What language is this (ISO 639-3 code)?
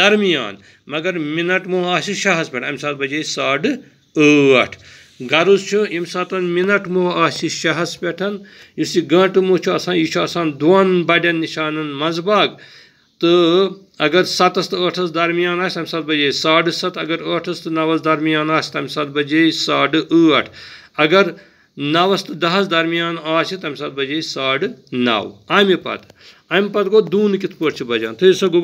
kas